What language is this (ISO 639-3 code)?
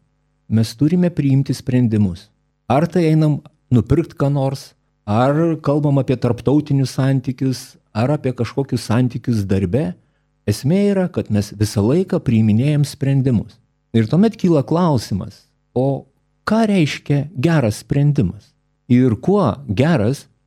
lit